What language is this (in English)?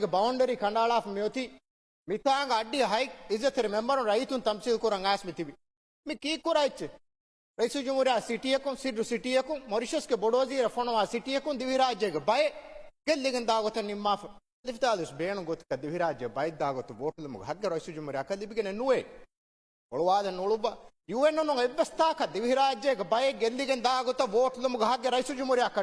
Divehi